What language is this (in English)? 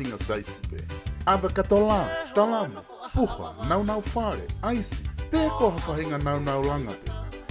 Tongan